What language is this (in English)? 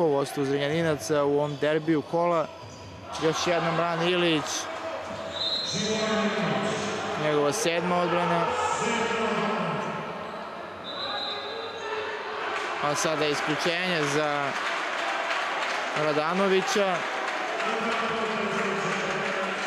Serbian